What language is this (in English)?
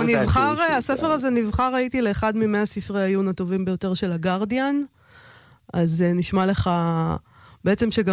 Hebrew